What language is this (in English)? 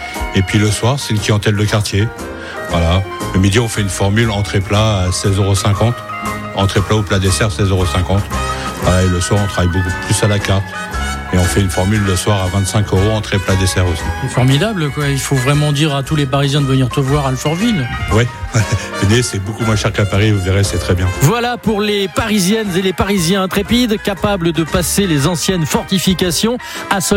French